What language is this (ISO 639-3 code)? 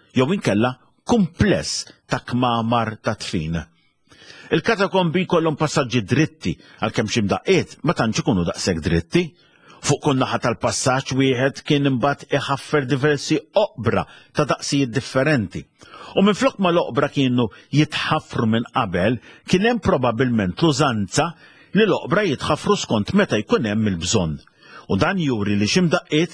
mlt